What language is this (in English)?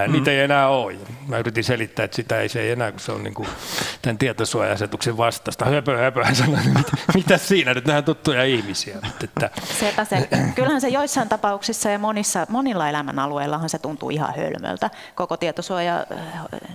Finnish